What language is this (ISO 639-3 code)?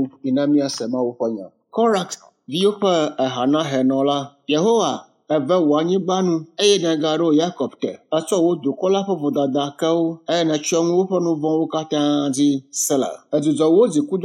ewe